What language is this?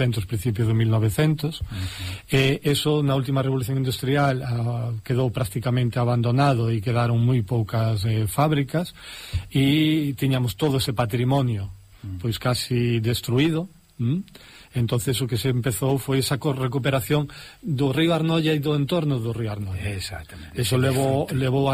Galician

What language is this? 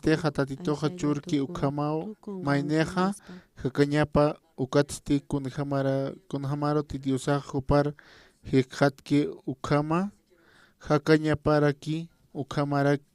Aymara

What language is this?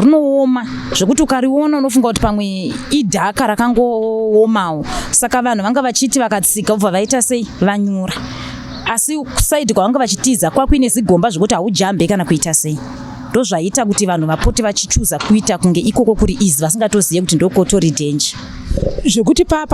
Shona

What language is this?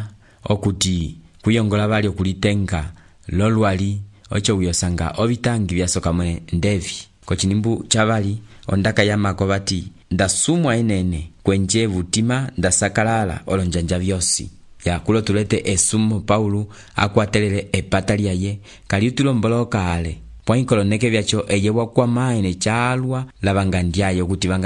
Umbundu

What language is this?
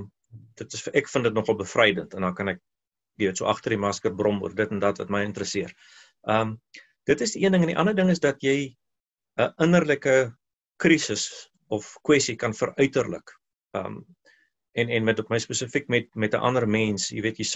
Afrikaans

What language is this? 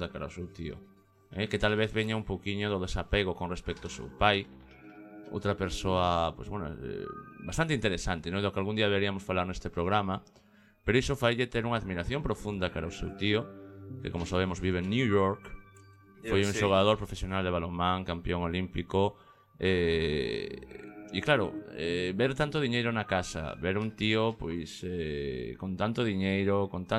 Galician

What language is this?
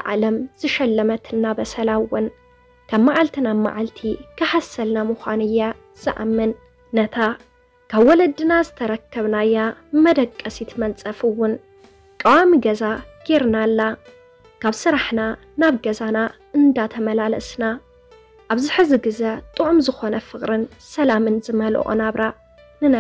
Tigrinya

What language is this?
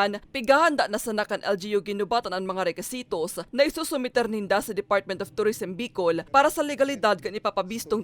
Bikol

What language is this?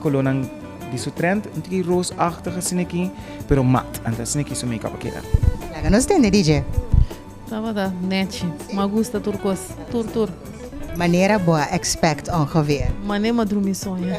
Papiamento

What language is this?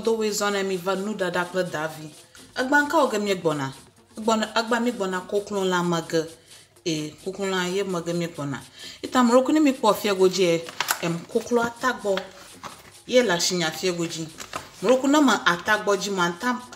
Ewe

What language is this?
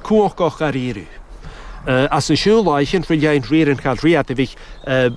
Irish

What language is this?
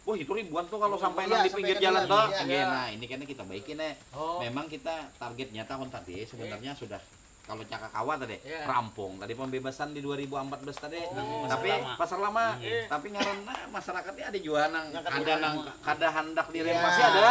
Banjar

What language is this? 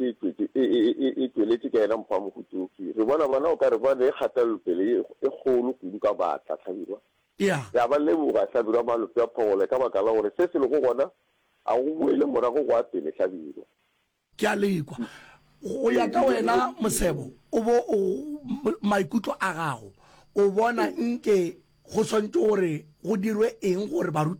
Northern Sotho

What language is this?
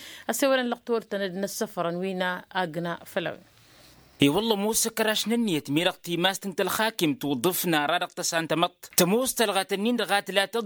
Tamasheq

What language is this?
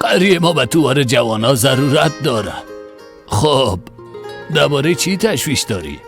Persian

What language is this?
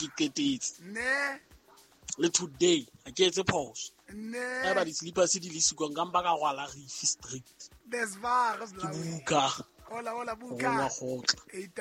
Southern Sotho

